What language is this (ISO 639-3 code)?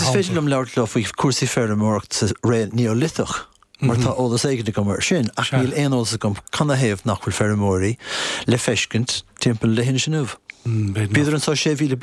gle